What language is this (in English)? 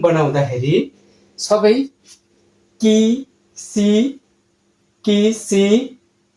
Nepali